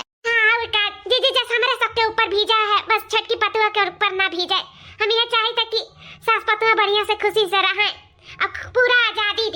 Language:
Awadhi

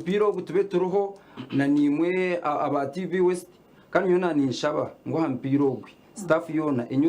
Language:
Nyankole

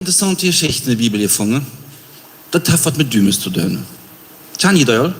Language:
Plautdietsch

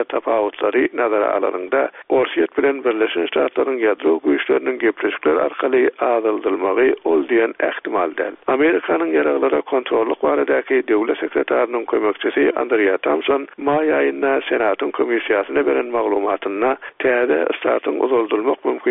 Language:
Turkmen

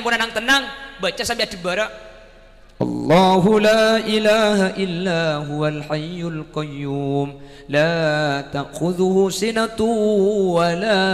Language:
Madurese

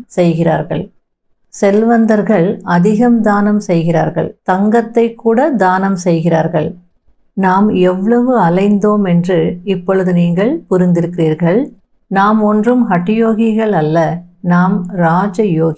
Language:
Tamil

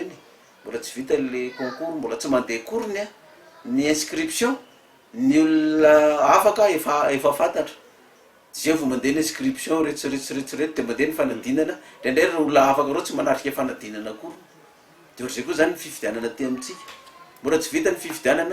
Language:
Malagasy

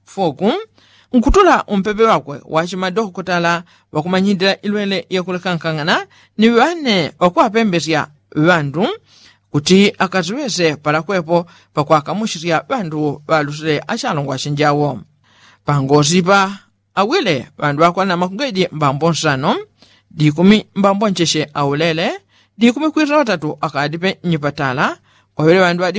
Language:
Yao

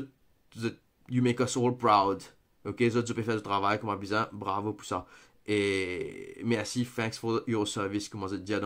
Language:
Morisyen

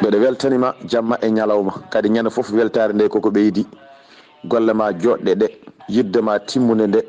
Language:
Fula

